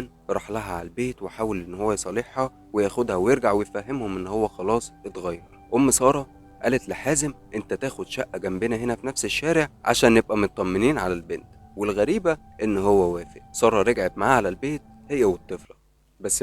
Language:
Egyptian Arabic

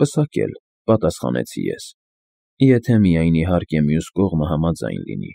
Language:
Armenian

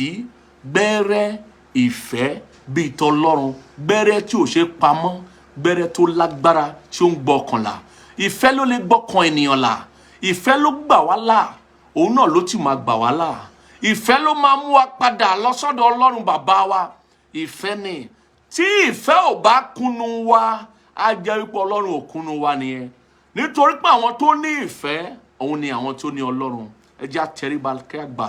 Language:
Yoruba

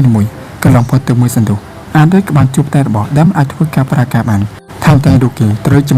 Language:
Khmer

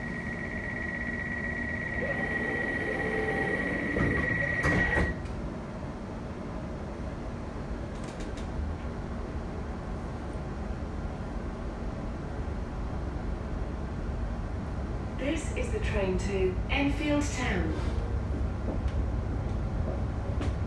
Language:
English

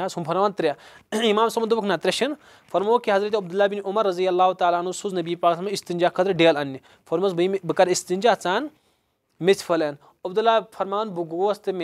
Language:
Kashmiri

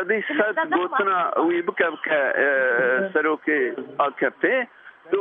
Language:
Kurdish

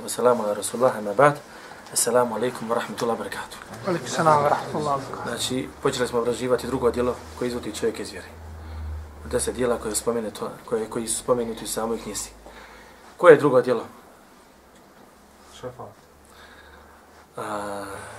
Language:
Bosnian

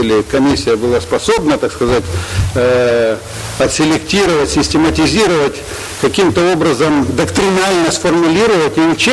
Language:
Russian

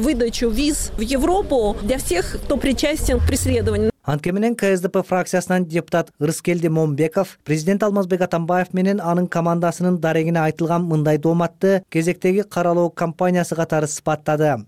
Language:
Kyrgyz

